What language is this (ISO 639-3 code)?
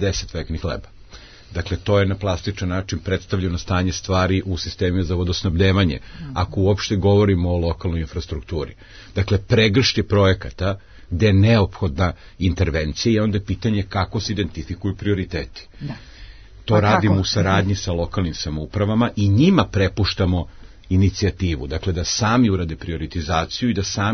srp